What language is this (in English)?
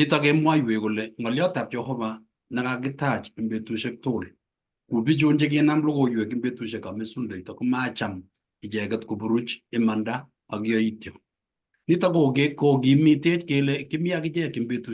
Kalenjin